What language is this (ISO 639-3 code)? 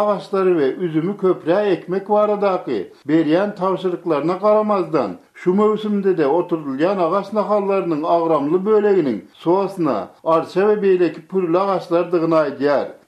tuk